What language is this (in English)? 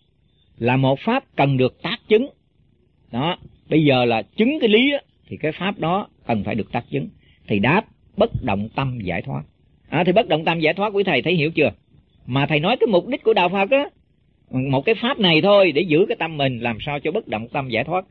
Vietnamese